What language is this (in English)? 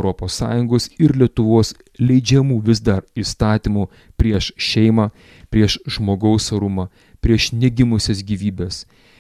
Lithuanian